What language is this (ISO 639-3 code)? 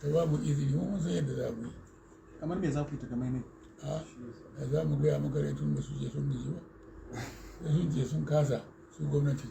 hau